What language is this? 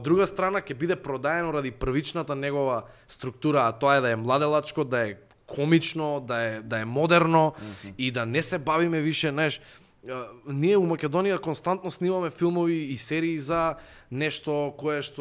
Macedonian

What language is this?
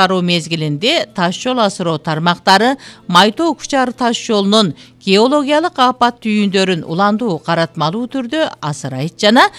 Kyrgyz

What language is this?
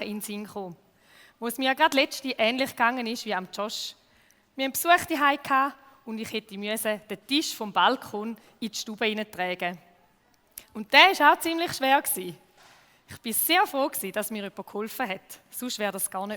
Swiss German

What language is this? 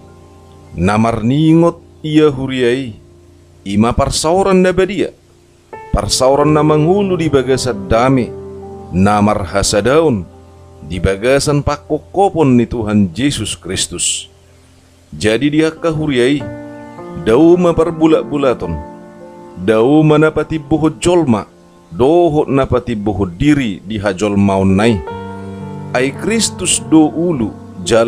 Batak Toba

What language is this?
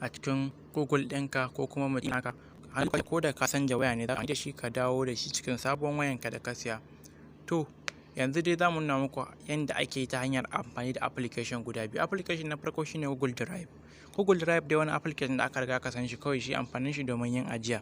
Hausa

